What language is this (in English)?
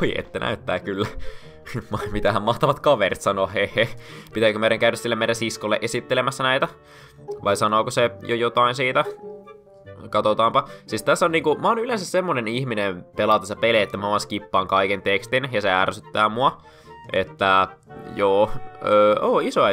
Finnish